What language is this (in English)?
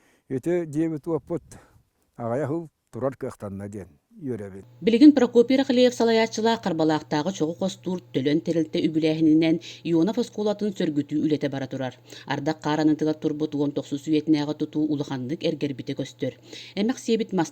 Yakut